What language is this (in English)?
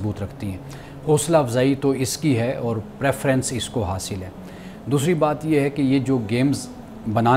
Urdu